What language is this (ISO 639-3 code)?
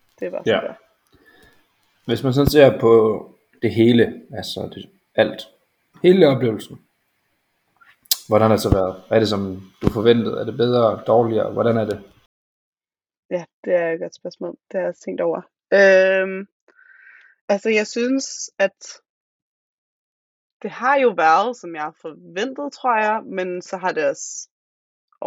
dan